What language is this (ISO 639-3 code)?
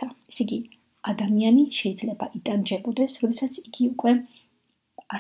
kat